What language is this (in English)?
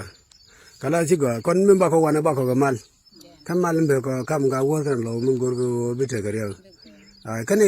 Nuer